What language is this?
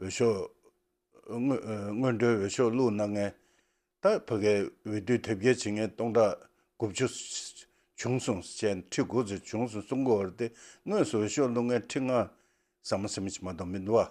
Tibetan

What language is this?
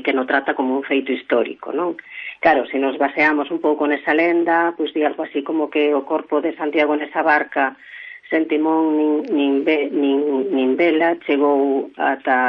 Galician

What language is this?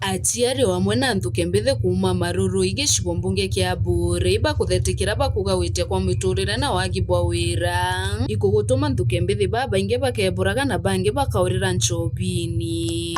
Meru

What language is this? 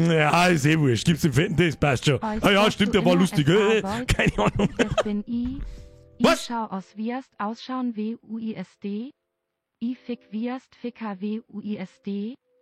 Bavarian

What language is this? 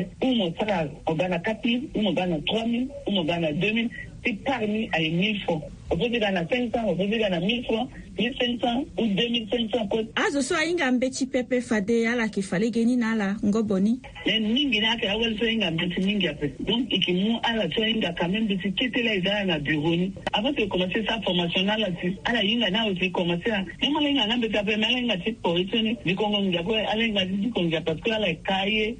Sango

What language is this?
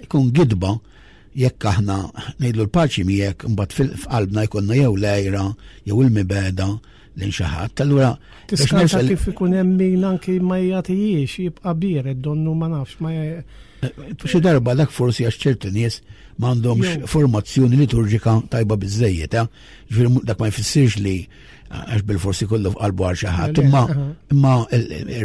Maltese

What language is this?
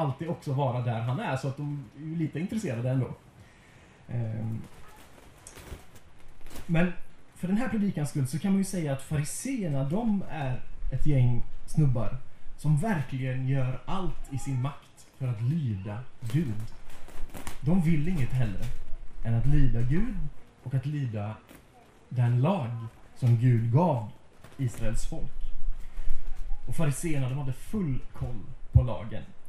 Swedish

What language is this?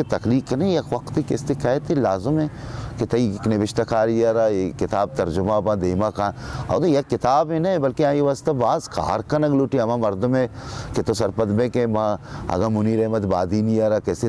Baluchi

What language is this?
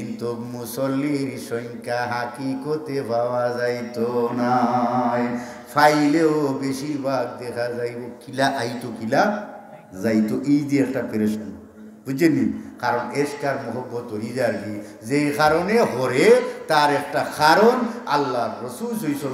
Sylheti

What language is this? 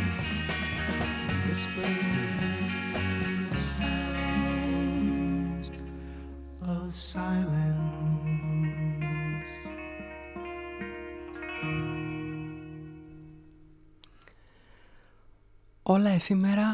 Greek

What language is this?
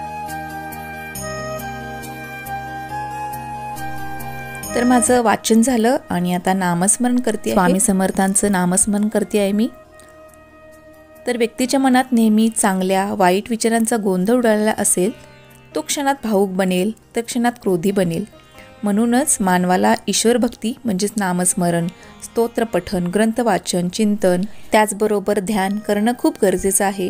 Marathi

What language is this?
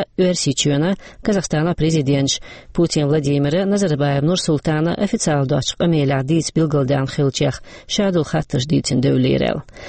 Chechen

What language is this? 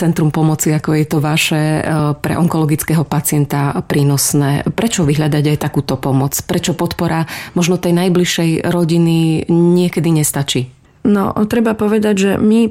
Slovak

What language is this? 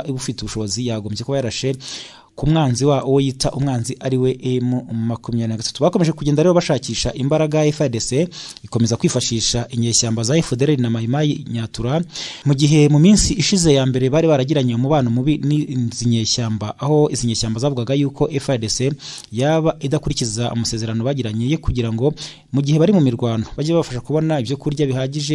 Kinyarwanda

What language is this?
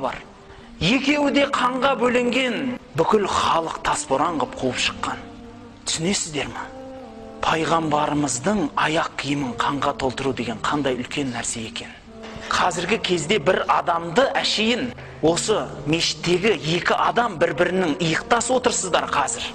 Kazakh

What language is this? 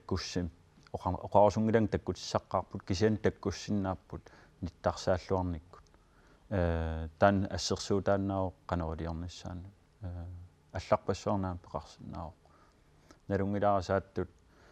Kalaallisut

